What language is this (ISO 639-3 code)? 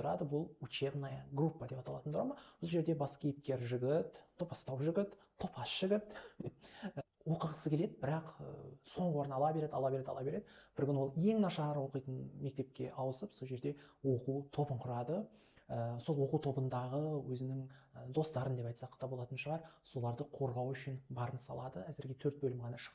kaz